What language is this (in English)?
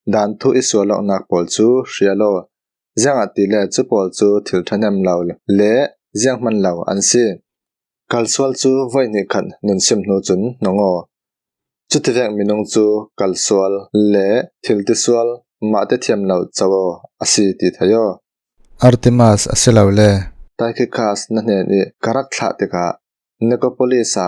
Falam Chin